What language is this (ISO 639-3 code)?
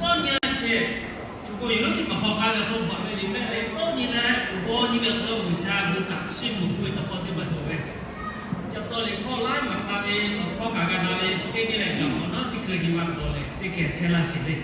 lhu